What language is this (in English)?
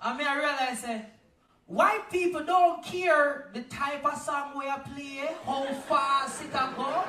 Jamaican Creole English